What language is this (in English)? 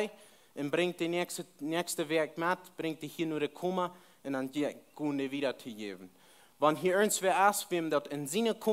Plautdietsch